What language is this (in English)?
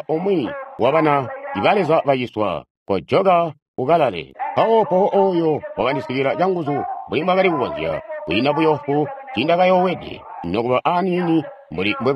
Tonga (Zambia)